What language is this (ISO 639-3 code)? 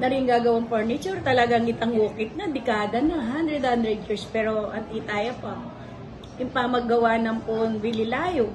pam